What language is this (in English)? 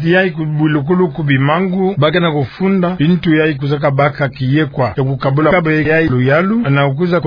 Kituba (Democratic Republic of Congo)